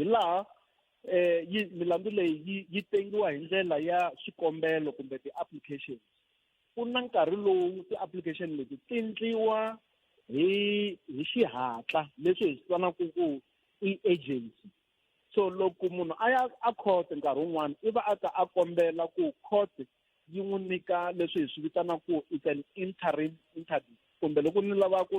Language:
Tsonga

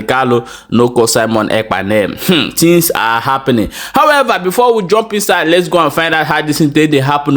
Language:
Igbo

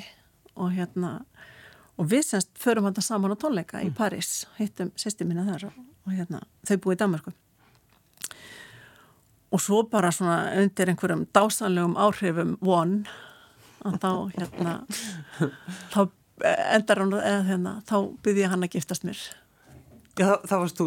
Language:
Icelandic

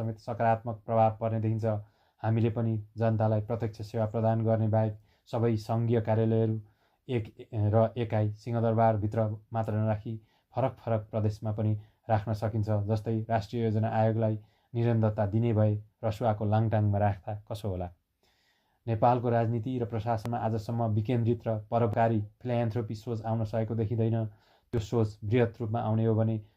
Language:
Nepali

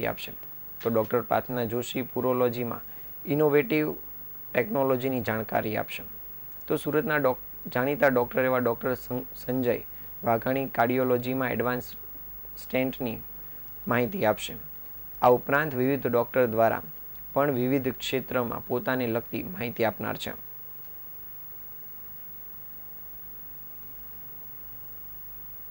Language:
Gujarati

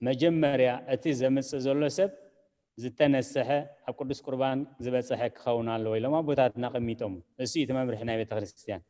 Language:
Tigrinya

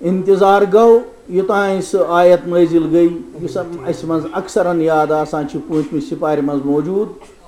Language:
Kashmiri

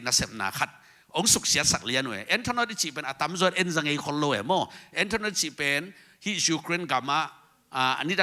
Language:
Tedim Chin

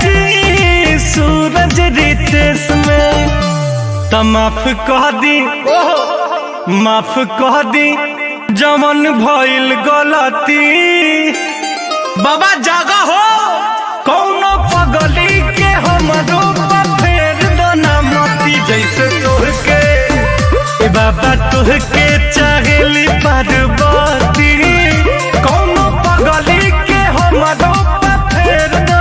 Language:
Bhojpuri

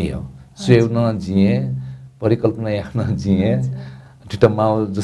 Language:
Newari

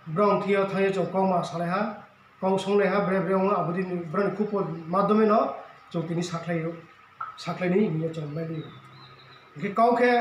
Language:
Riang (India)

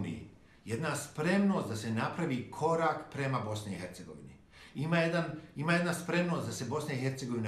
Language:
Bosnian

